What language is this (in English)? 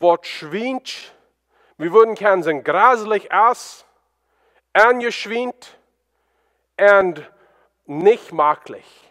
Plautdietsch